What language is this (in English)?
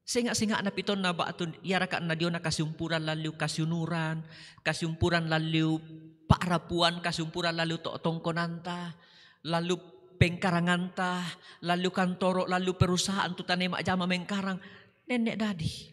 Toraja-Sa'dan